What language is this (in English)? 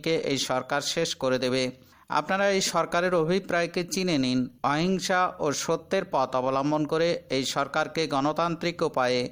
Bangla